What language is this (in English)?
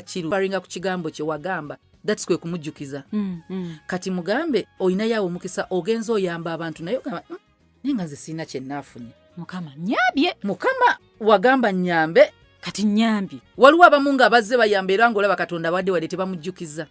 Ganda